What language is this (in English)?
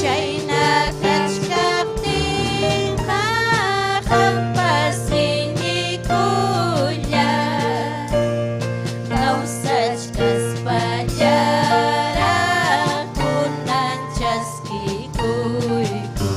Ayacucho Quechua